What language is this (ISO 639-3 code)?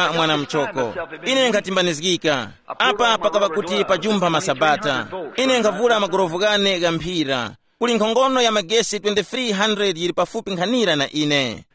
tum